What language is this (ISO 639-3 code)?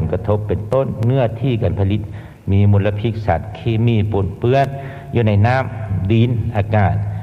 lao